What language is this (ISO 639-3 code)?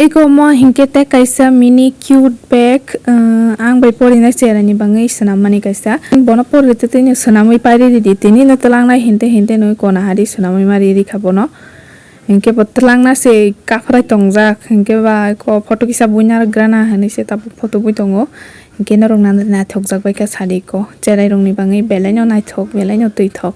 trp